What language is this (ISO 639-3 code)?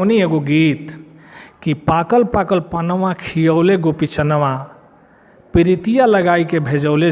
bho